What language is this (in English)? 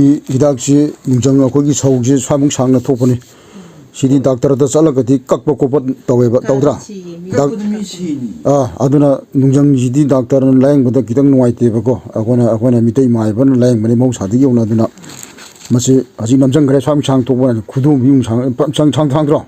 Manipuri